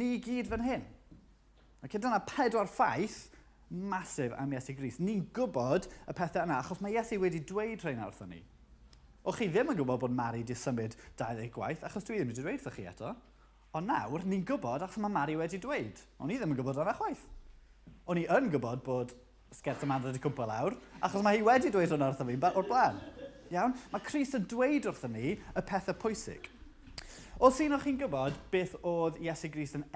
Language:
Welsh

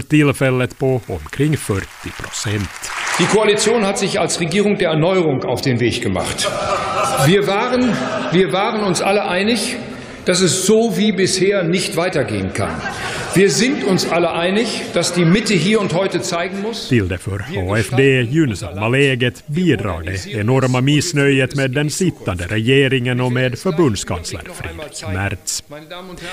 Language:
Swedish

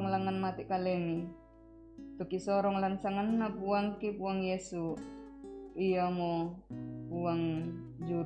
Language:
Toraja-Sa'dan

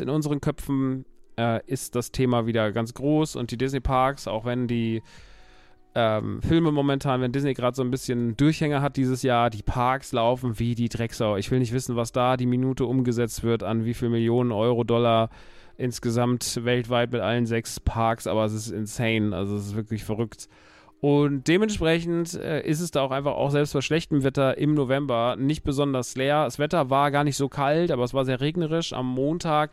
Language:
German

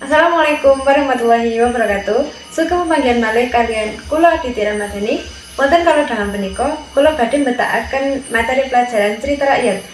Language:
Javanese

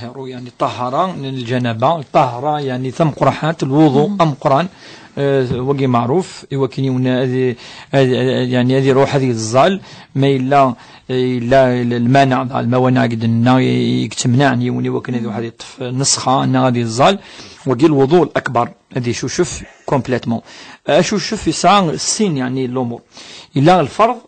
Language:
Kabyle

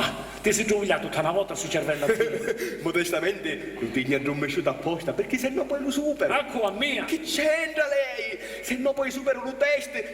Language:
Sicilian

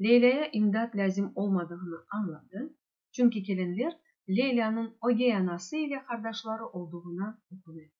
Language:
Crimean Tatar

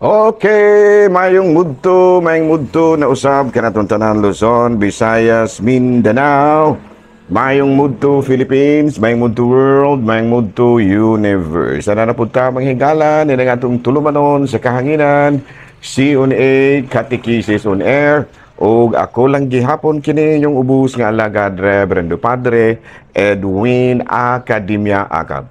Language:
Cebuano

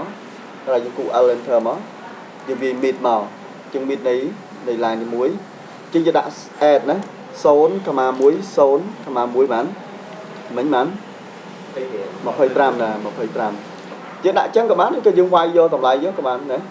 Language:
Khmer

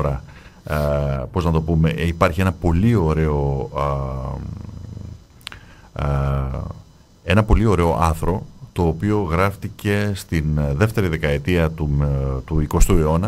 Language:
Greek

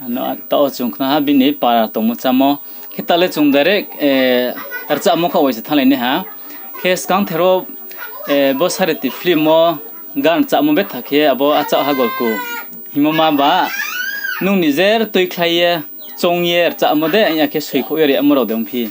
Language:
Riang (India)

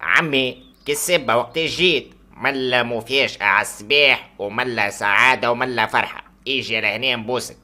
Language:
Tunisian Arabic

